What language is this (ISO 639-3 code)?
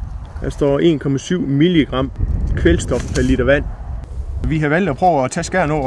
dan